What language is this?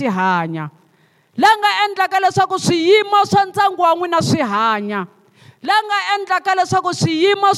Tsonga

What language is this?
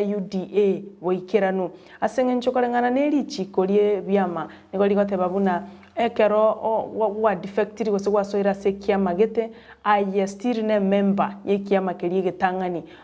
Gusii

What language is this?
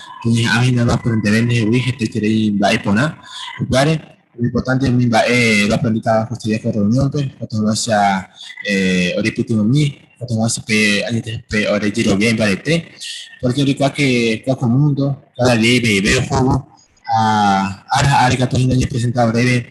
Guarani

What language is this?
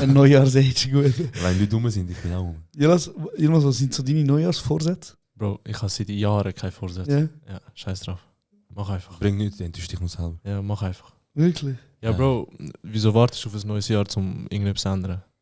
Swiss German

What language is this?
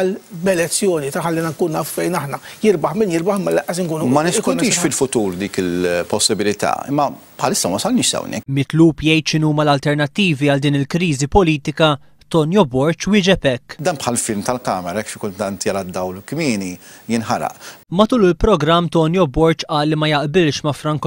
Maltese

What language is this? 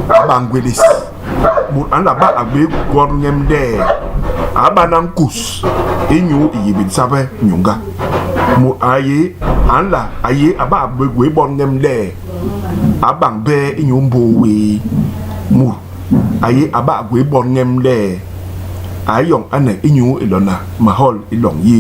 Basaa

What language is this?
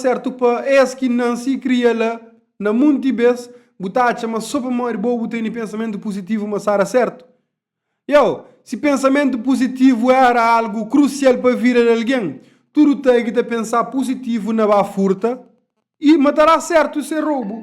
Kabuverdianu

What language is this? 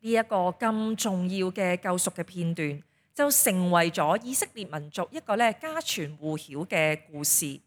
Cantonese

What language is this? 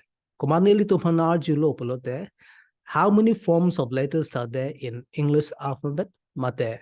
Karbi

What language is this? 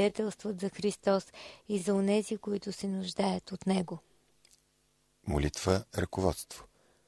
Bulgarian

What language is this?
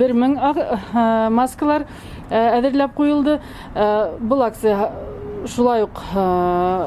Bashkir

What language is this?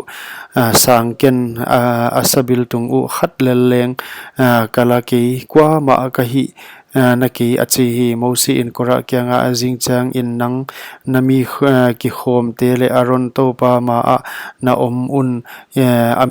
Paite Chin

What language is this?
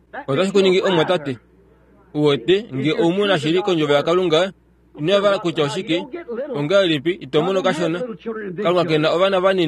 Kuanyama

